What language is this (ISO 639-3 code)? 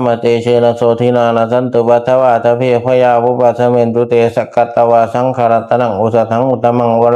pli